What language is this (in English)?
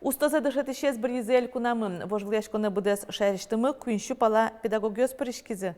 Udmurt